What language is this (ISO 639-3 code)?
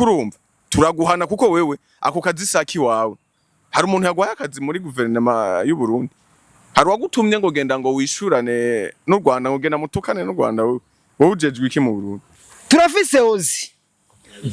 run